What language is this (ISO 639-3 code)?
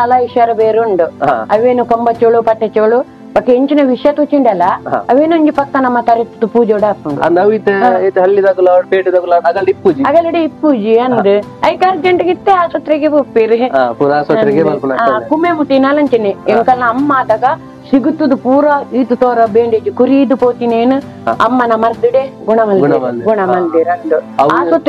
tcy